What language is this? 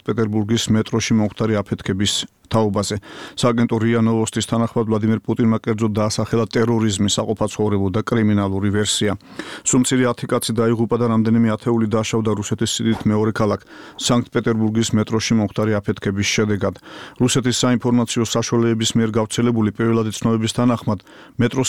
Georgian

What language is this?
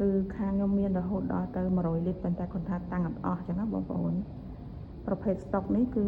Khmer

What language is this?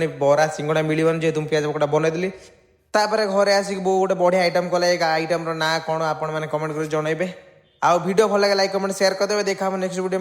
Odia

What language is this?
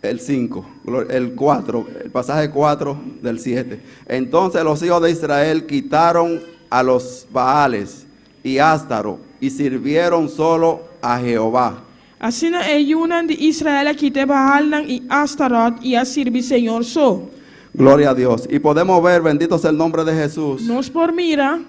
Papiamento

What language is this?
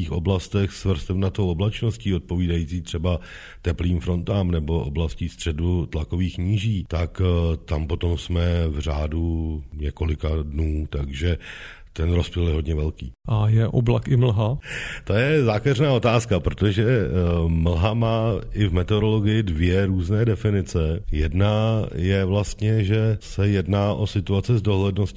Czech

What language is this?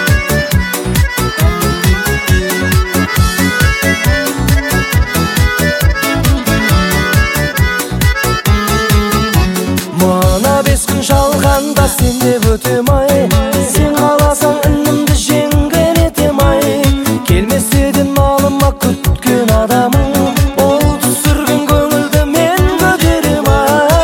Kazakh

